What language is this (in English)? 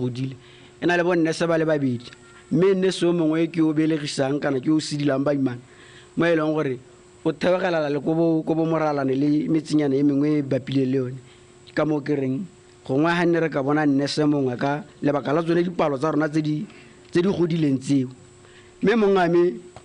Tswana